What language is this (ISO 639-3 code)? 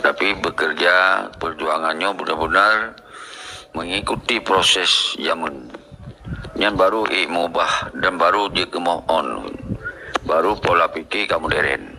ace